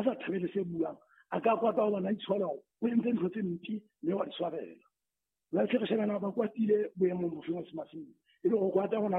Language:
Southern Sotho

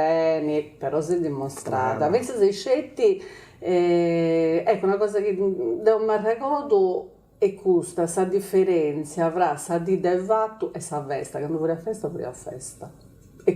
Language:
Sardinian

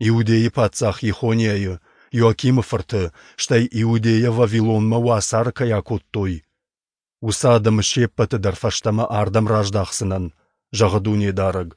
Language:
Ossetic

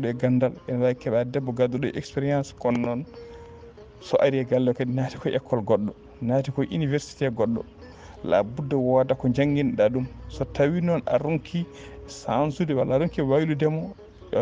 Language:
Fula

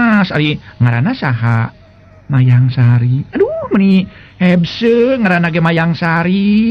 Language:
Sundanese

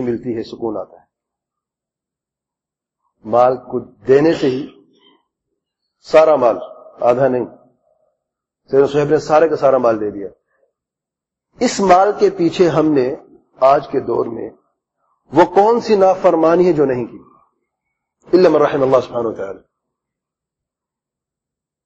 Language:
Urdu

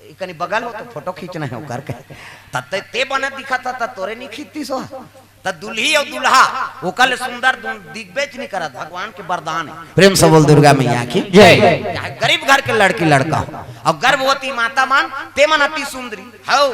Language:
Chhattisgarhi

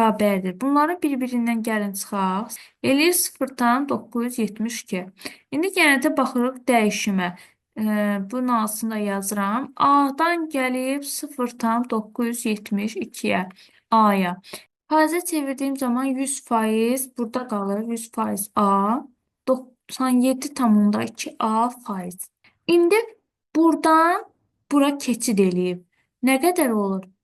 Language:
Azerbaijani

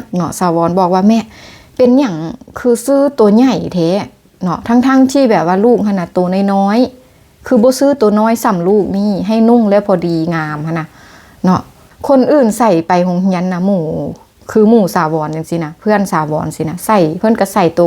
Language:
Lao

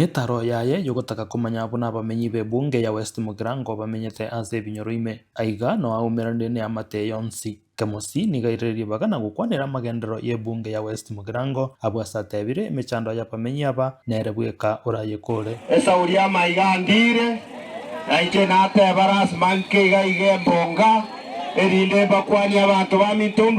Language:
Gusii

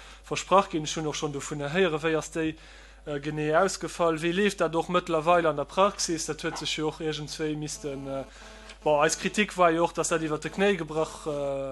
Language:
Luxembourgish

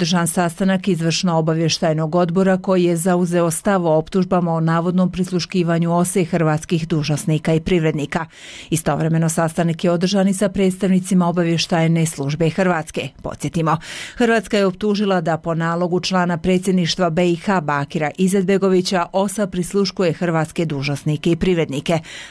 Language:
Bosnian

